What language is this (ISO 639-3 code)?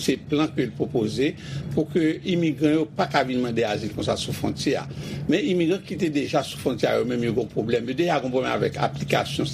hat